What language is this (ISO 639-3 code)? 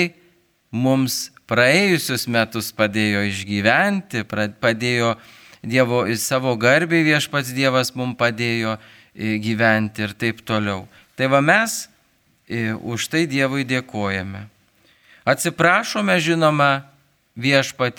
lit